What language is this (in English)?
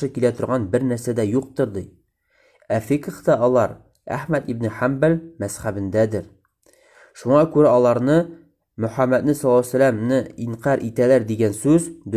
Tatar